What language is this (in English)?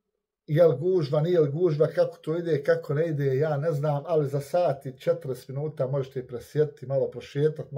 Croatian